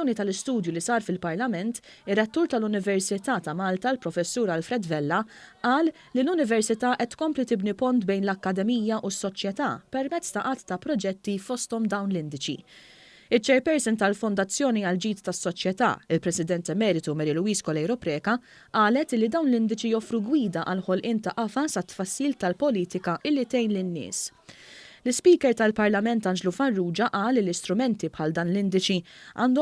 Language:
Maltese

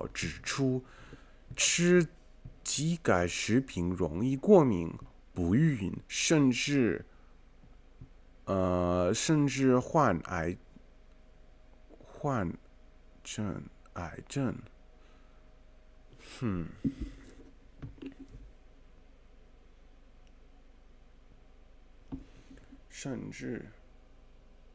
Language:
Chinese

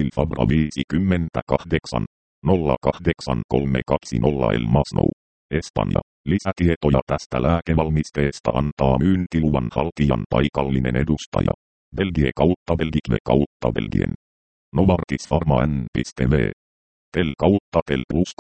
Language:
Finnish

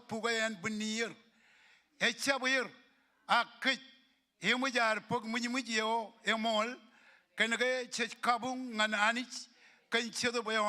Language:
Marshallese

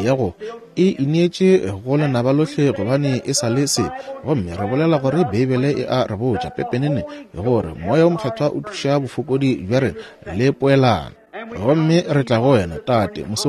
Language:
Northern Sotho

